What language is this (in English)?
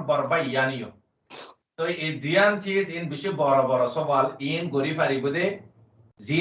Rohingya